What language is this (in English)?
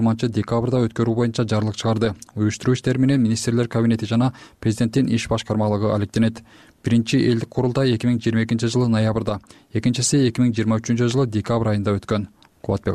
Kyrgyz